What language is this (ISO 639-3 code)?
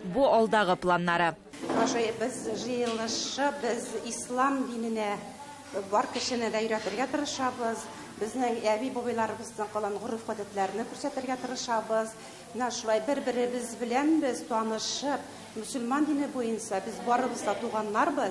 tat